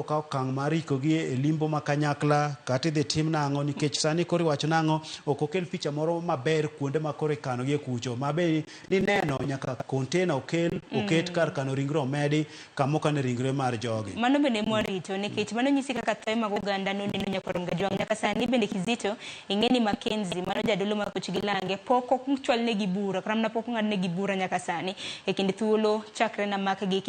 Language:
Luo (Kenya and Tanzania)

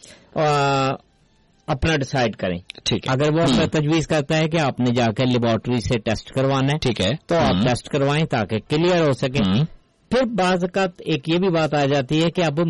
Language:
Urdu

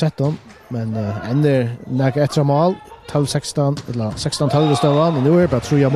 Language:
Faroese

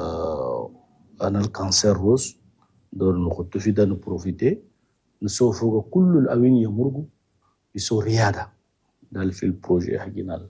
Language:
Chadian Arabic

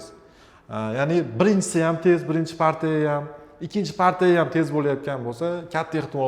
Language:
Uzbek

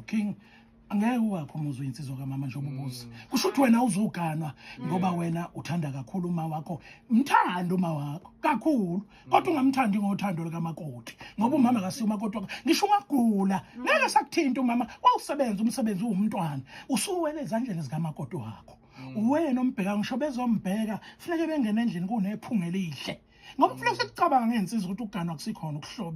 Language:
Zulu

